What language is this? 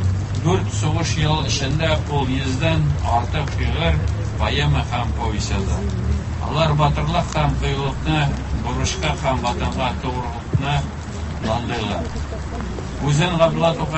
Tatar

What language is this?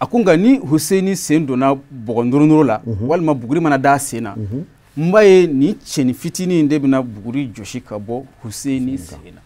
Bambara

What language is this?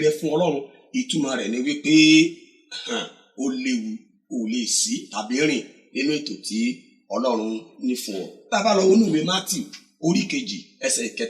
Yoruba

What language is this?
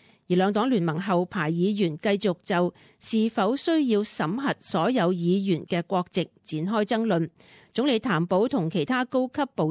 Cantonese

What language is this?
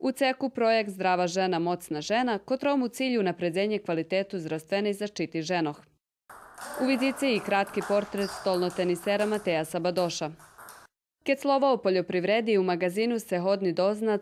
Rusyn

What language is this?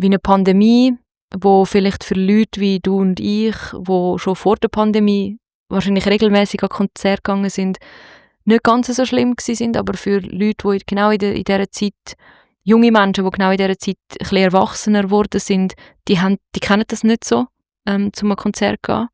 Swiss German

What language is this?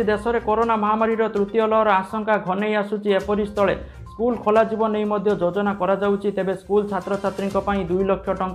Odia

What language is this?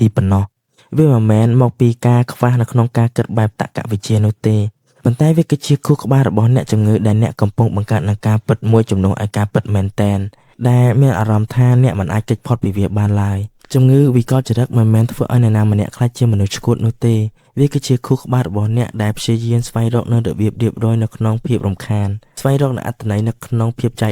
Khmer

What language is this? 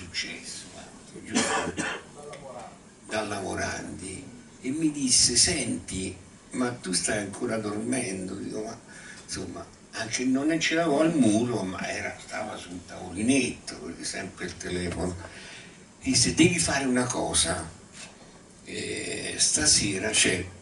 Italian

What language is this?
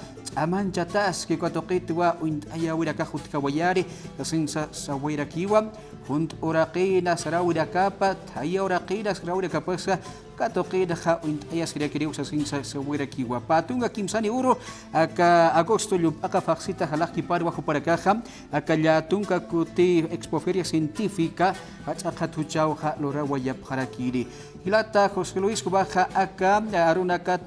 Aymara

